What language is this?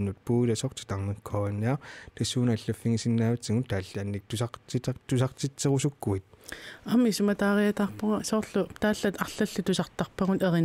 Kalaallisut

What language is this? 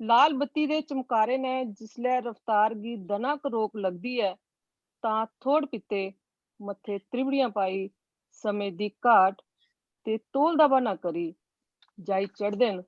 Dogri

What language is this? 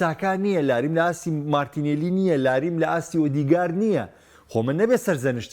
Central Kurdish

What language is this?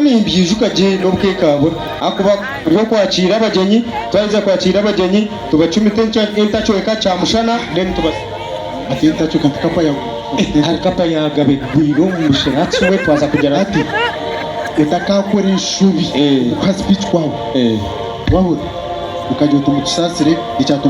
Nyankole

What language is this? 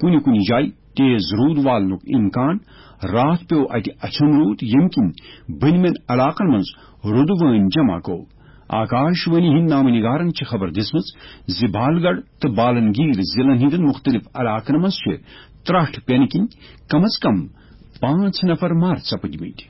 Kashmiri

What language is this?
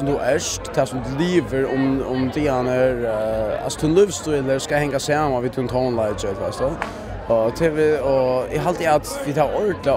Faroese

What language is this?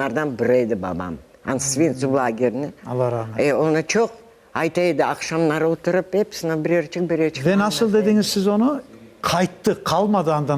Crimean Tatar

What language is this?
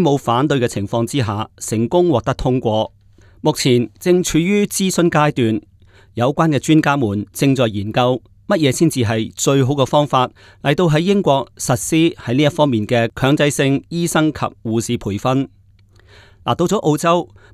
Cantonese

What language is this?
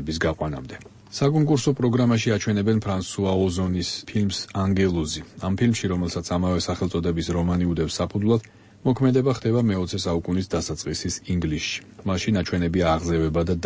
Georgian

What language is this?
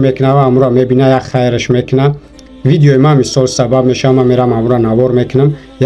Tajik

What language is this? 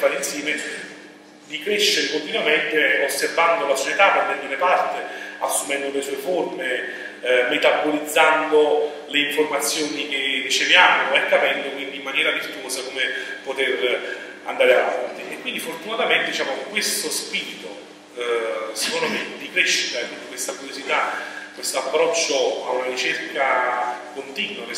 Italian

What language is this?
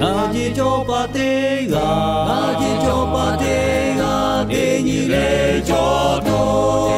Lahu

